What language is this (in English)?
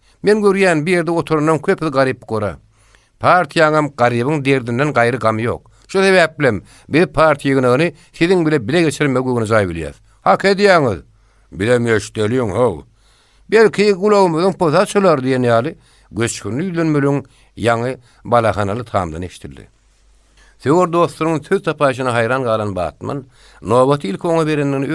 Turkmen